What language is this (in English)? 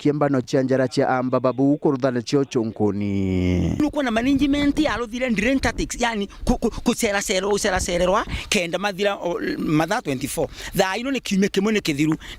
Meru